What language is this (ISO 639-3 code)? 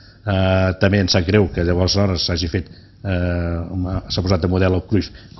cat